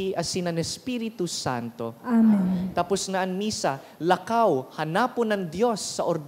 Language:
Bikol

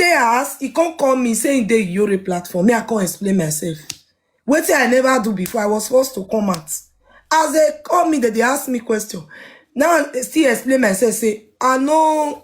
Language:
Nigerian Pidgin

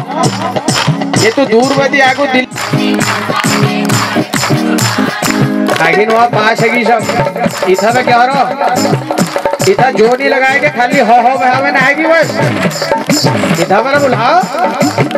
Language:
Hindi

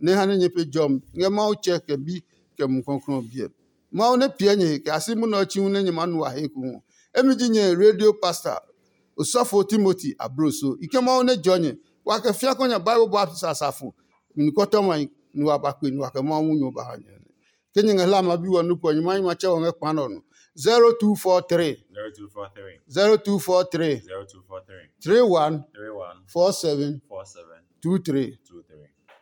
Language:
Adangme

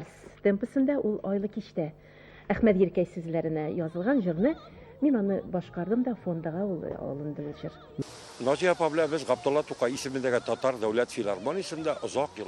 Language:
Tatar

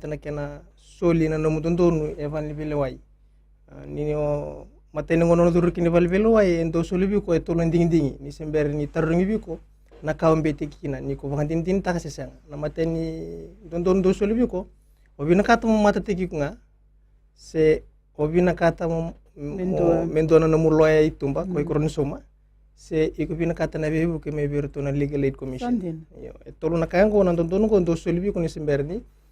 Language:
Fijian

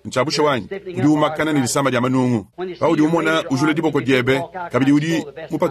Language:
Luba-Lulua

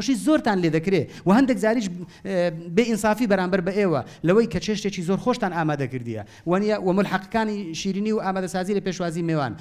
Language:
Central Kurdish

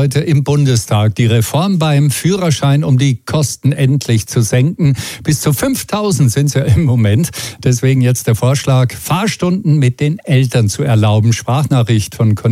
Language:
German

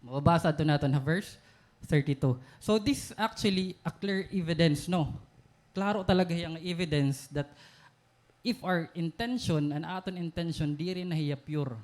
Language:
Waray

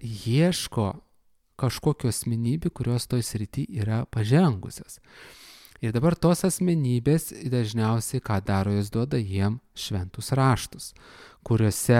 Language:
Lithuanian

